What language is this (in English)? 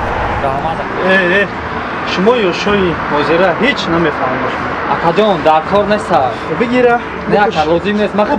Tajik